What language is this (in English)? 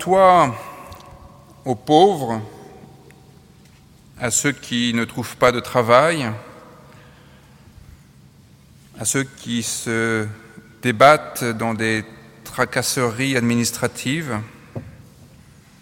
French